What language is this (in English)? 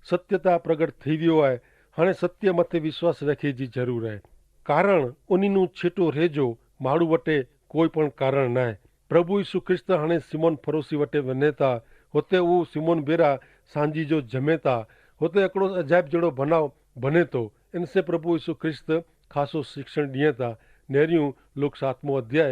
Kachhi